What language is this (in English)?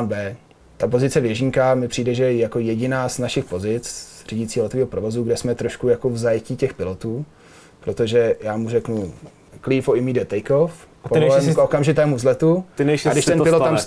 Czech